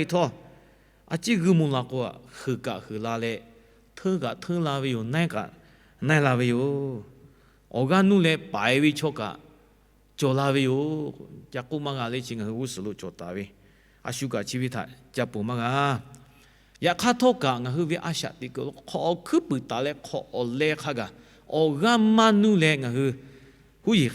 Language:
Lahu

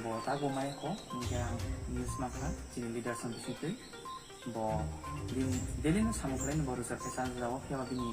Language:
Kok Borok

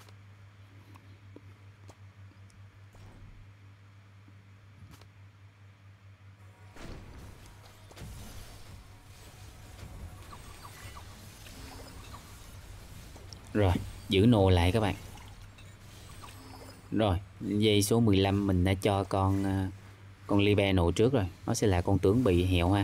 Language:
Vietnamese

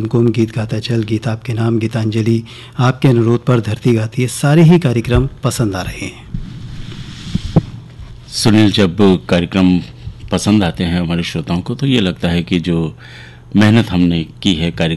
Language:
Hindi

